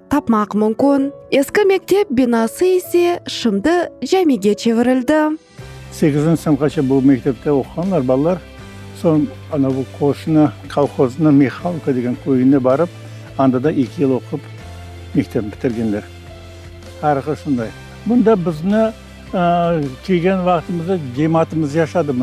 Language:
Crimean Tatar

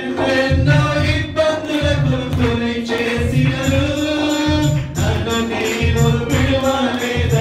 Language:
Telugu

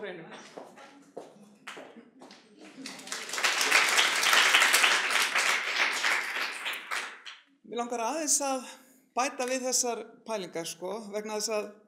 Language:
Icelandic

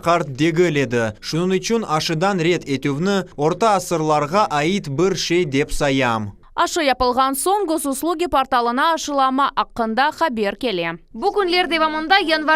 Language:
Crimean Tatar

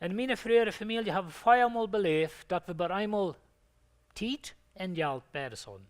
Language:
Plautdietsch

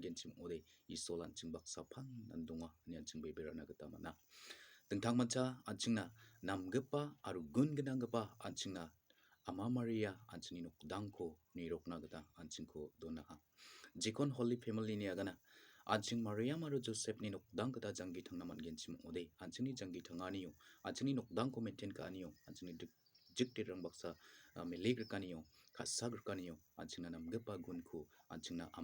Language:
Garo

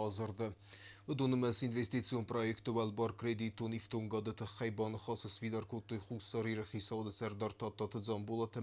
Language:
Ossetic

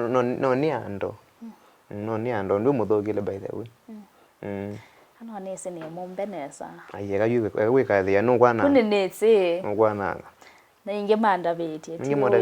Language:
Kamba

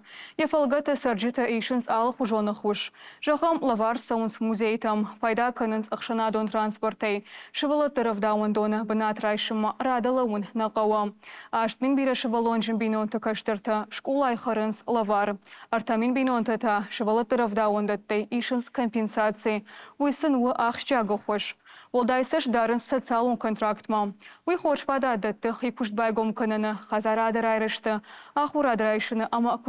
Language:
Ossetic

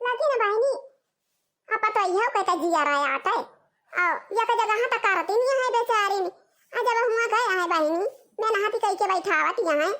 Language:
Awadhi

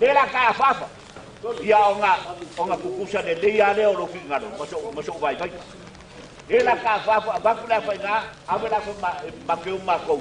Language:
Samoan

